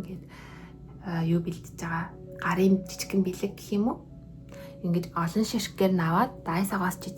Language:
Mongolian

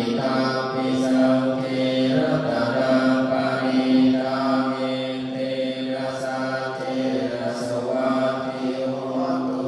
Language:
Pali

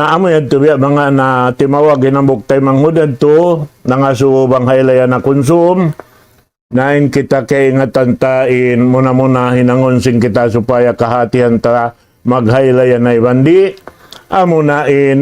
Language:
Tausug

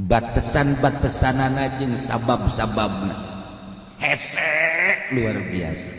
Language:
Sundanese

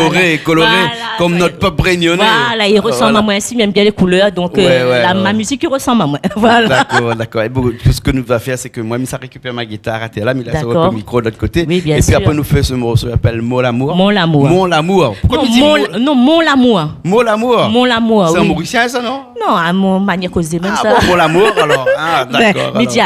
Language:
Réunion Creole French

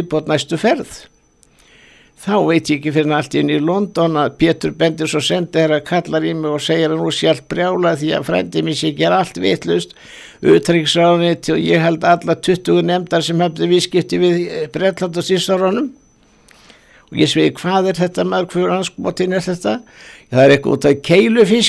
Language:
Icelandic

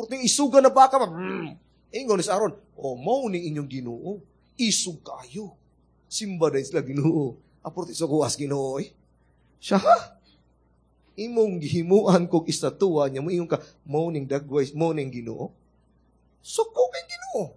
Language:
Cebuano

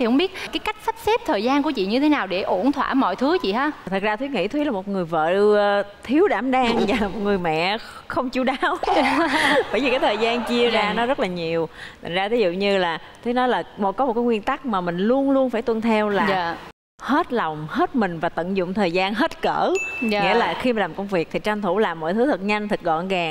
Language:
Vietnamese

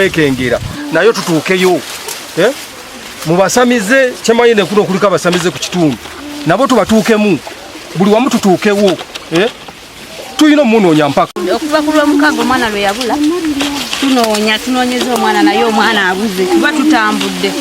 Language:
Ganda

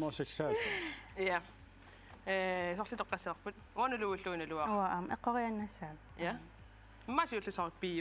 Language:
Kalaallisut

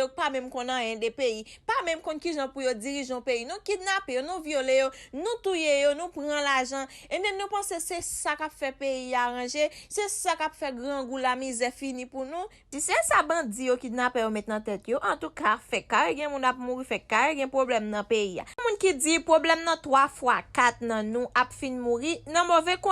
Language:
Haitian Creole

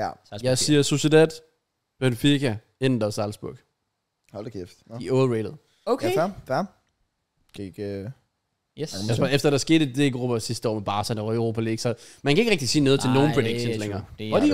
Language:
Danish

